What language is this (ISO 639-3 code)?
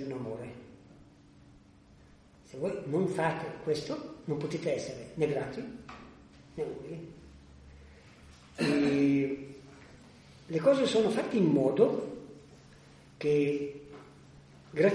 ita